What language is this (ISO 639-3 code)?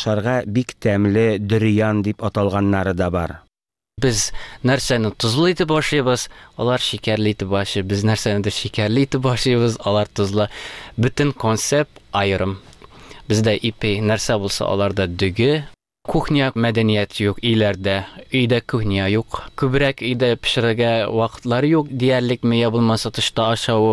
tat